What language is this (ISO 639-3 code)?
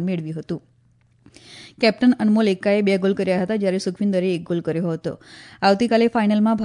guj